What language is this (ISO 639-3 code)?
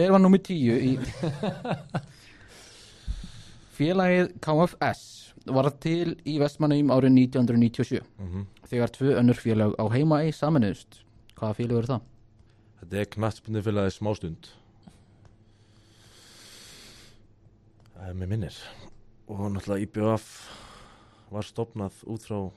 isl